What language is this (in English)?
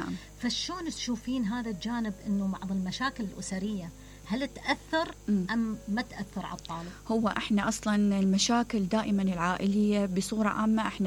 Mesopotamian Arabic